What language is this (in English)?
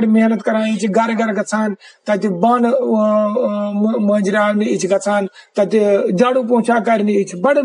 Kashmiri